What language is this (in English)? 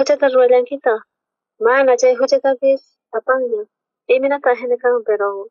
South Bolivian Quechua